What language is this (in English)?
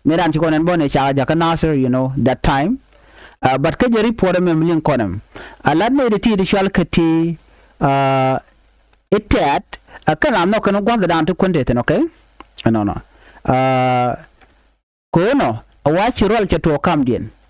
Nuer